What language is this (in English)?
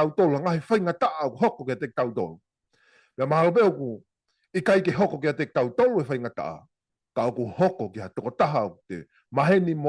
Tongan